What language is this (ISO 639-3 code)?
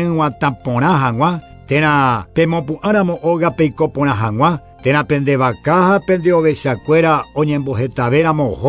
grn